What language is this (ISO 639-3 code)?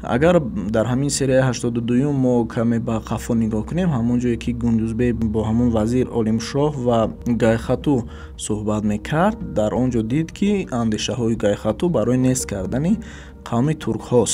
tgk